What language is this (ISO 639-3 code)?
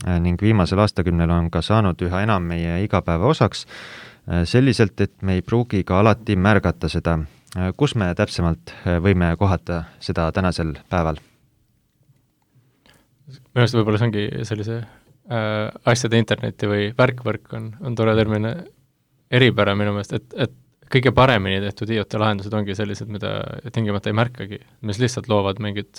est